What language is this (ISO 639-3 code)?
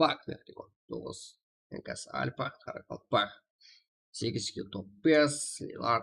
kaa